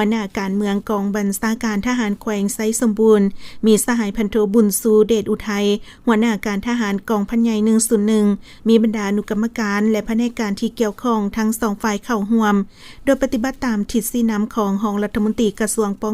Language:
Lao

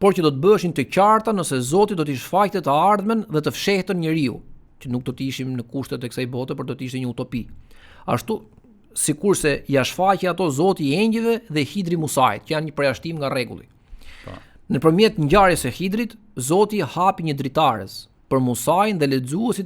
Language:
Albanian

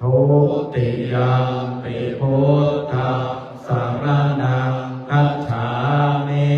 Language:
Pali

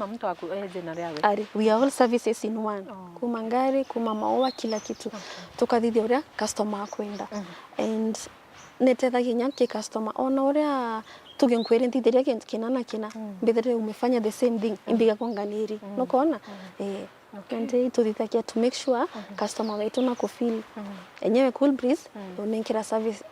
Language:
Meru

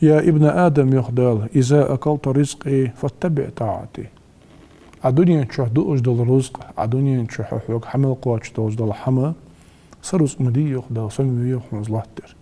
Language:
Ingush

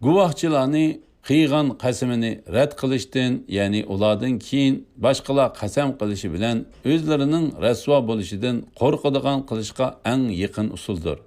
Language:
Uyghur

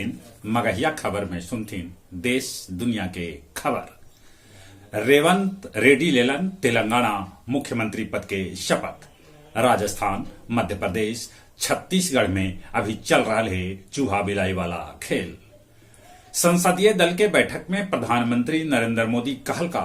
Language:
Magahi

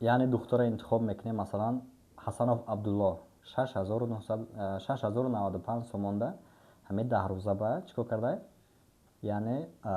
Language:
Tajik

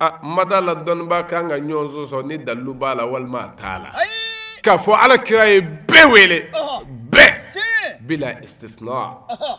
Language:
Bambara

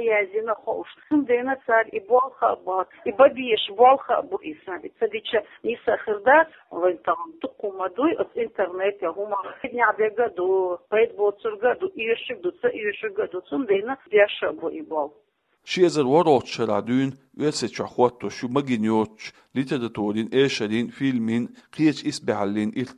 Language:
Chechen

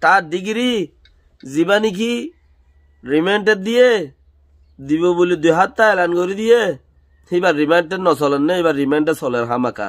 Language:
Rohingya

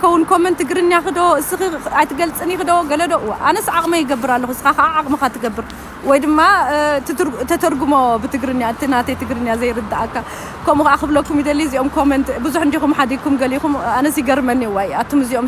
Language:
Tigrinya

